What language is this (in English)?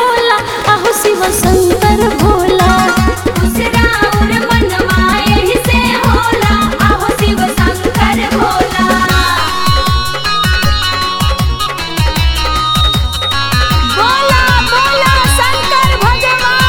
Bhojpuri